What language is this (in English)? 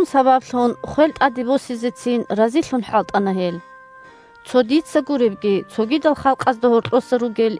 Avaric